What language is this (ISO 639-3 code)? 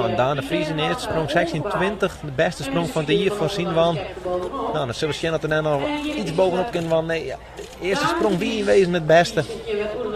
fry